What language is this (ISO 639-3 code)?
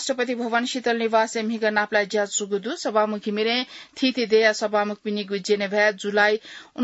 new